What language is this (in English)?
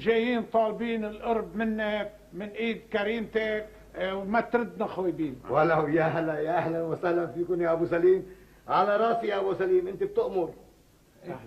North Levantine Arabic